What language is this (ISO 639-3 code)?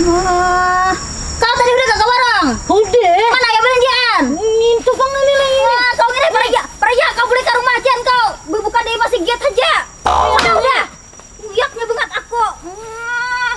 bjn